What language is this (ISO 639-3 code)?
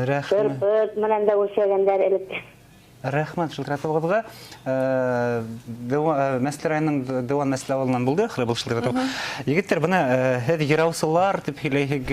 bak